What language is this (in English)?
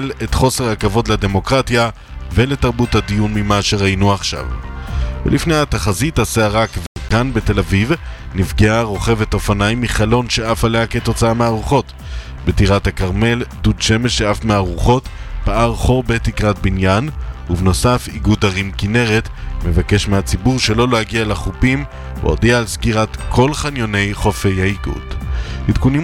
Hebrew